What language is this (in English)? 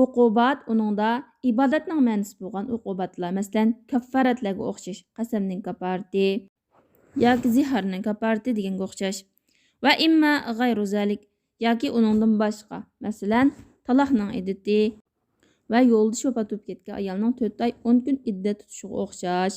Uyghur